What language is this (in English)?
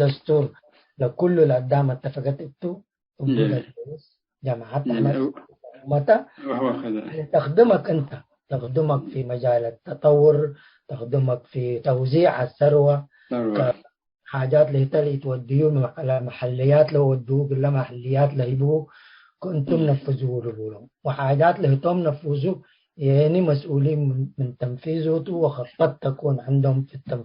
Tigre